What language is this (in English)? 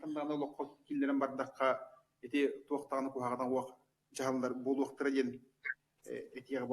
Yakut